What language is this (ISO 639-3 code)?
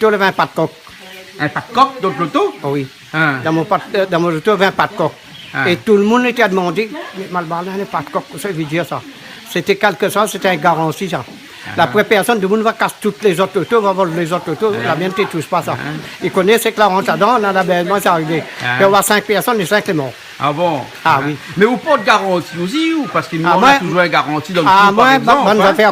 rcf